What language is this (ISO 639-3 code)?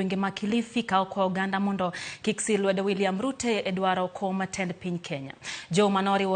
luo